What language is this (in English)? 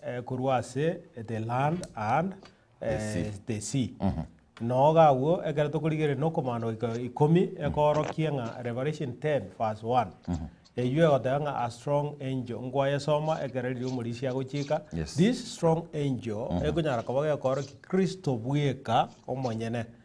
Gusii